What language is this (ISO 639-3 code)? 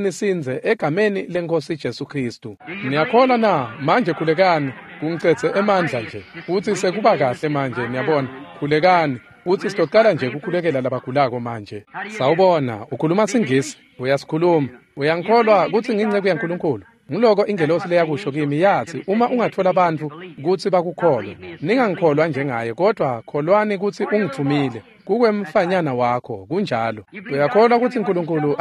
ssw